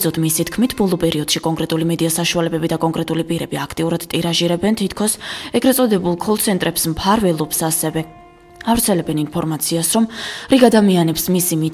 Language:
Georgian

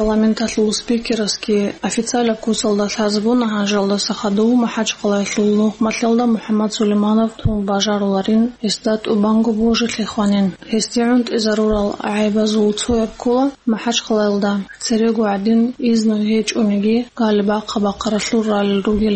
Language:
Avaric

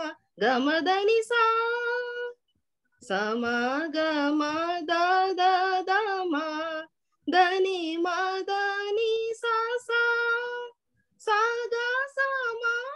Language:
Telugu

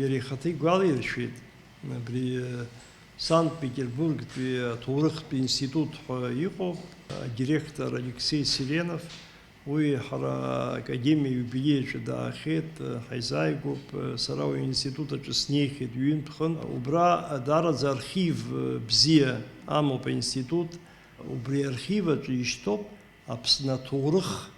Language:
Abkhazian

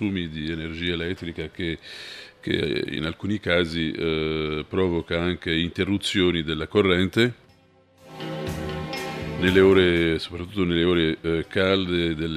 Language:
Italian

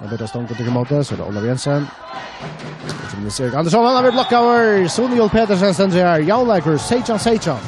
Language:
Faroese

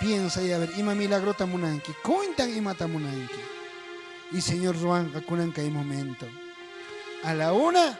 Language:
South Bolivian Quechua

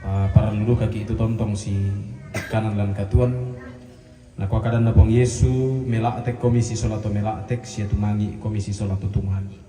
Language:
Toraja-Sa'dan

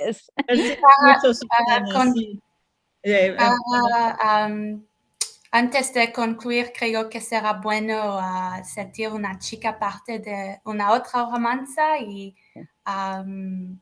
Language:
Ladino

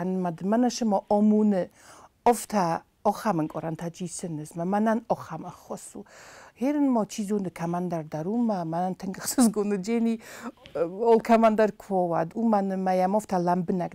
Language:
Ossetic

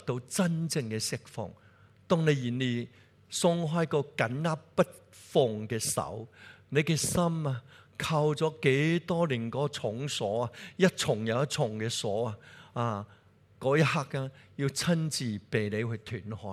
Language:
Cantonese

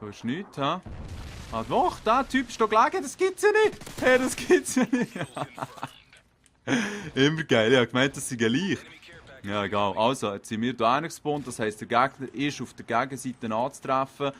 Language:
Swiss German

